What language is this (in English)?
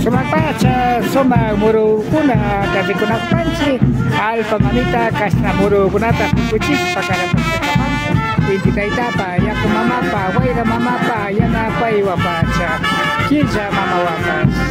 Imbabura Highland Quichua